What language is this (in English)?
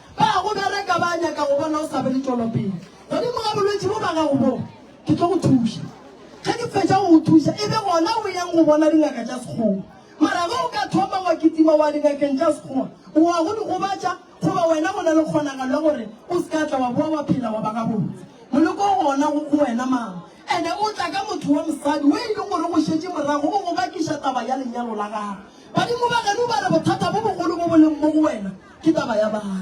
Northern Sotho